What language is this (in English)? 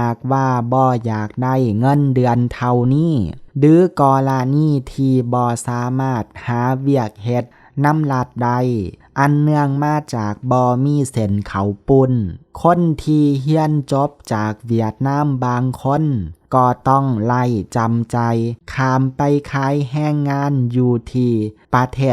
Lao